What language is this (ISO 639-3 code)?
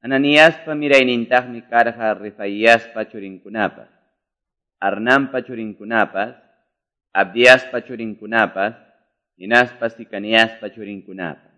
que